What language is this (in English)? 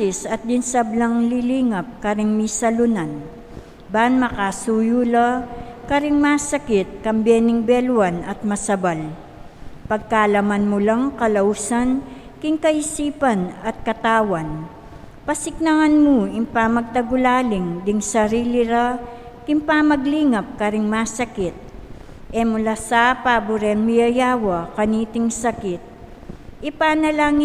Pampanga